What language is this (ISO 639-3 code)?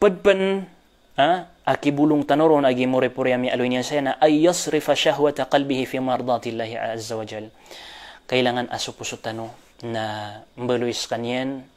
mrw